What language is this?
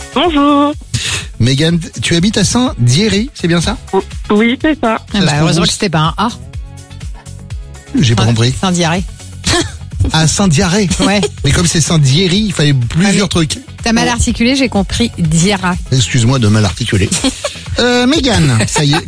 French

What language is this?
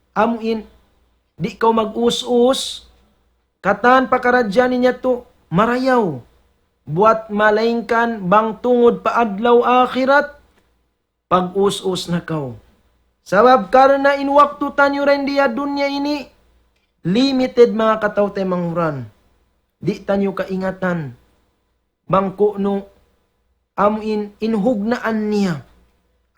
Tausug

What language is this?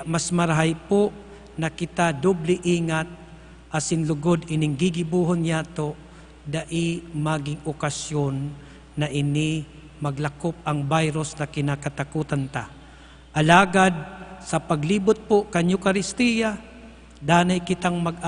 Bikol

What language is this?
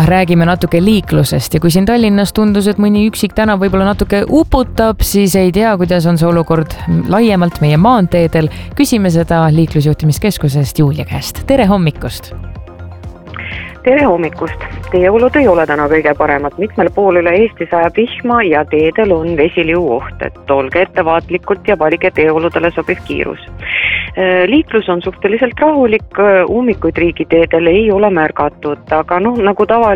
Estonian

